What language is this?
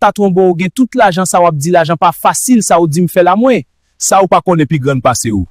Haitian Creole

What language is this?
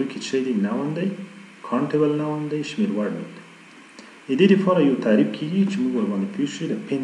Pashto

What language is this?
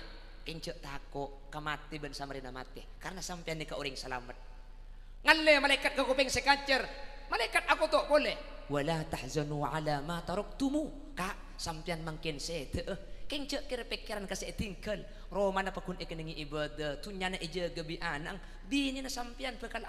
Madurese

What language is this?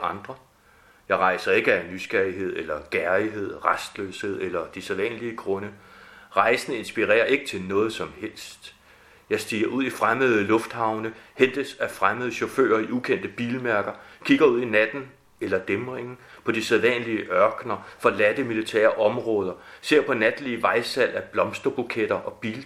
Danish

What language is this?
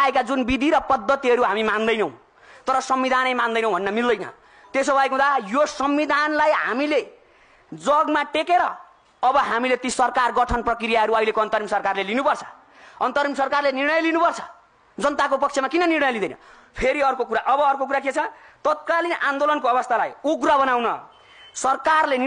Nepali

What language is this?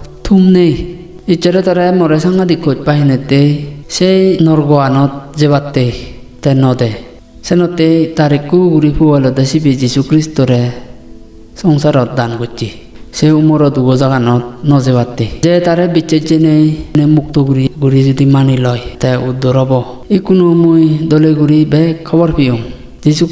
Chakma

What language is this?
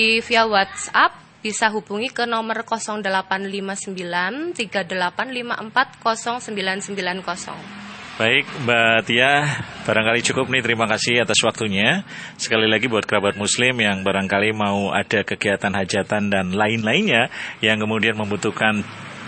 Indonesian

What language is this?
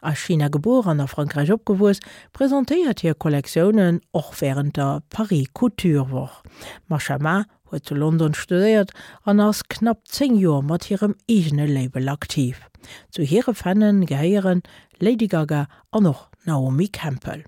Luxembourgish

